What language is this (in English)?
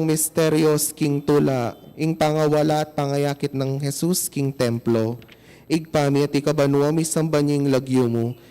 Pampanga